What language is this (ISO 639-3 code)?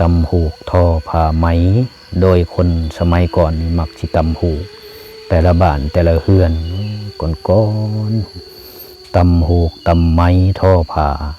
lao